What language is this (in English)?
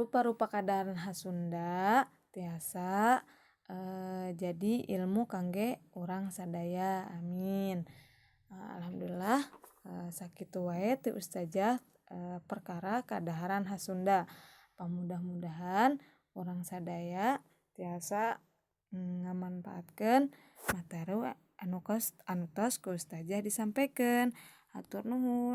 Sundanese